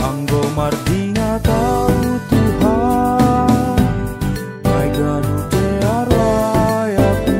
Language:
Batak Simalungun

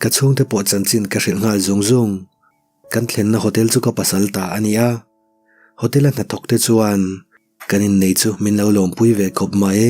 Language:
Mizo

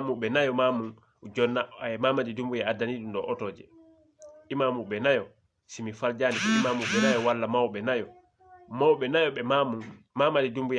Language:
Fula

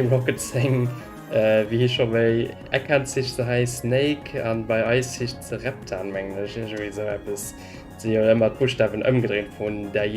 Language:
Luxembourgish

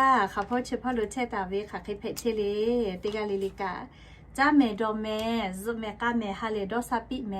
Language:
Lahu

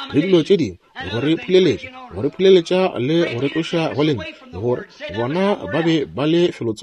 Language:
Northern Sotho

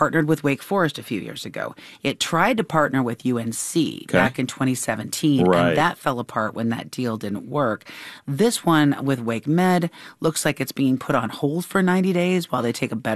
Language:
English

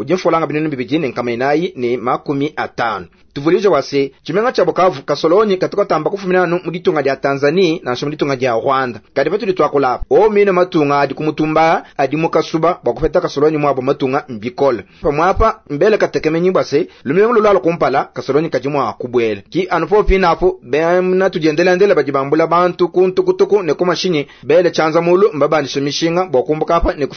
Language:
Luba-Lulua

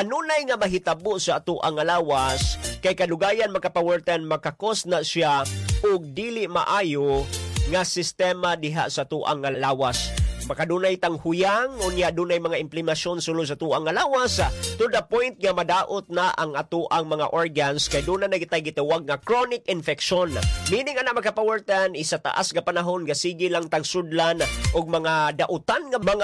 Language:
Cebuano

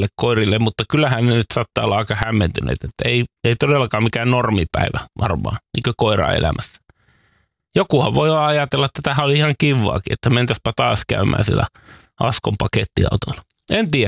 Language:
Finnish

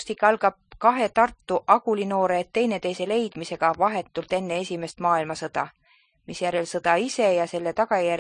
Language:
Estonian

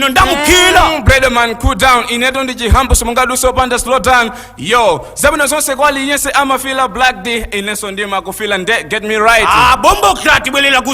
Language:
Nyanja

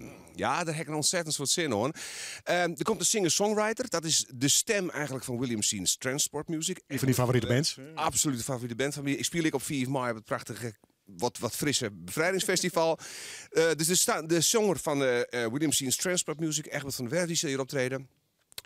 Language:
Western Frisian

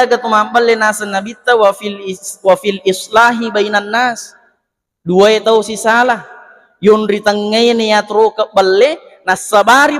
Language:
Buginese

